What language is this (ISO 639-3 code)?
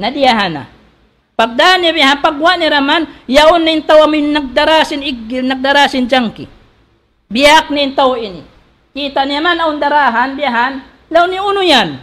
tsg